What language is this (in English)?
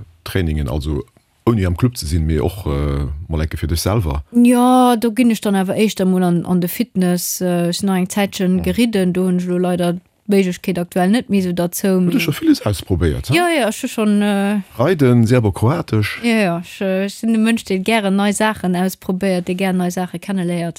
Luxembourgish